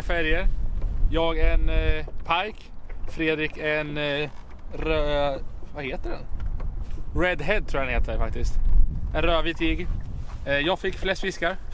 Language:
Swedish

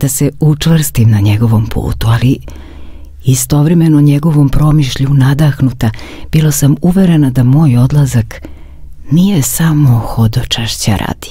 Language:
Serbian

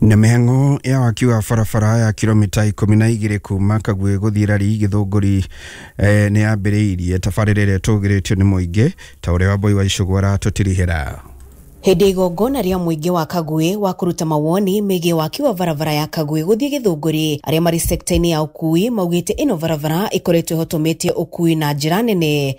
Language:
Kikuyu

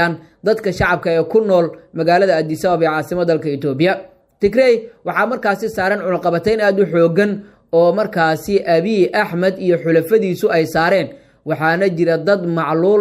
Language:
Somali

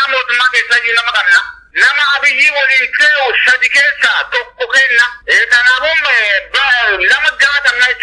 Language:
Oromo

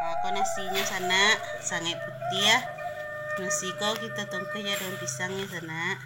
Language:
Minangkabau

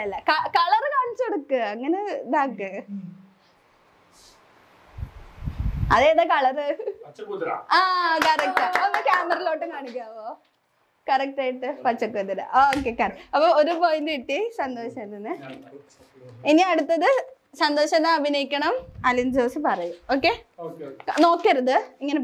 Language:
Malayalam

